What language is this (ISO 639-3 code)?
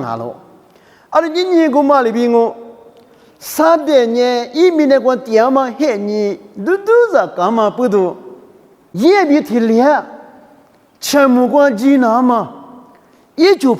lis